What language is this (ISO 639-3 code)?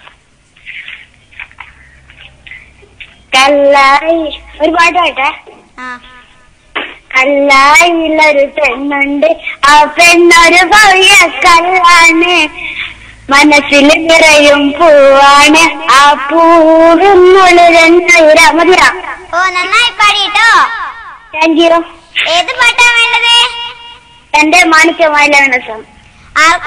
mal